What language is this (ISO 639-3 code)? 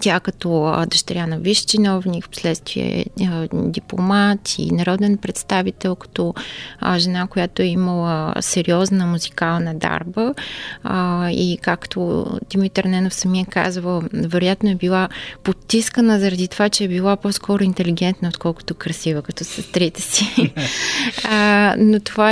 bul